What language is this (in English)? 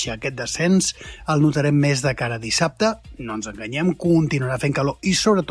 Catalan